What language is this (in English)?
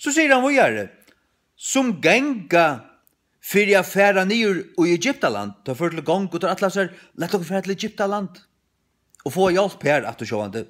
Faroese